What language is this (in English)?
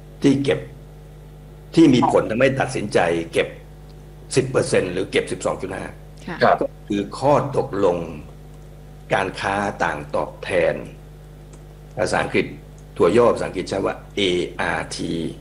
Thai